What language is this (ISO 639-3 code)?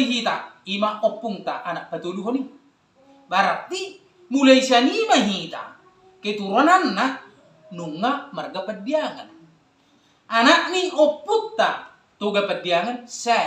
bbc